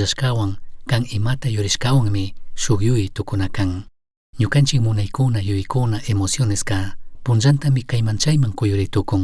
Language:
Chimborazo Highland Quichua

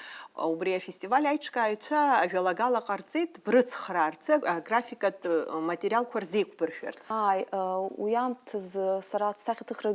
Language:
Abkhazian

